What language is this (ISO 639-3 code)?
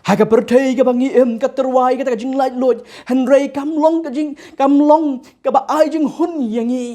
kha